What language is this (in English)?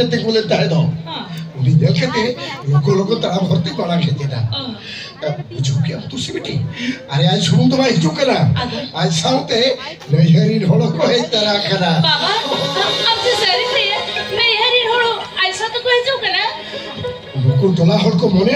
Santali